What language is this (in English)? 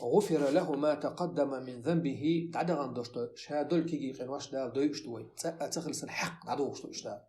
Chechen